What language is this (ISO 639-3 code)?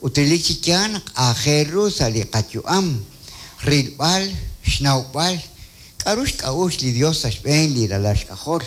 kek